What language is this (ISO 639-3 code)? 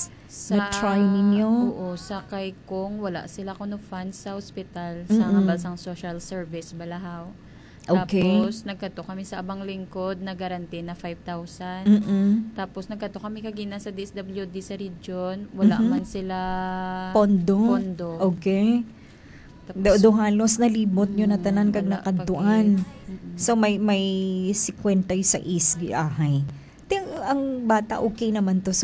hil